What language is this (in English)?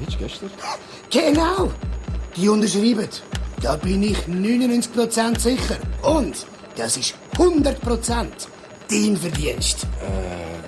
Swiss German